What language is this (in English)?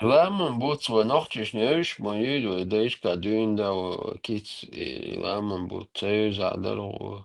Chechen